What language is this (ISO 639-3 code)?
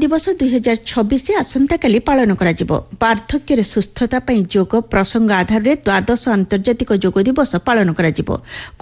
ori